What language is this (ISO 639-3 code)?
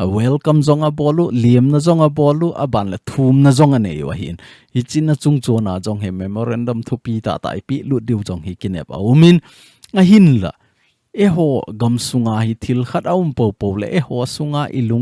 tcz